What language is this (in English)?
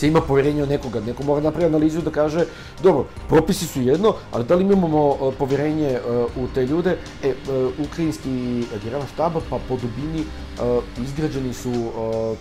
Serbian